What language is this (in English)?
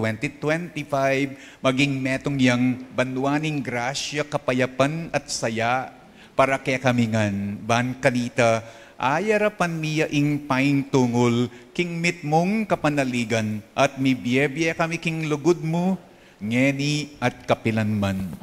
Pampanga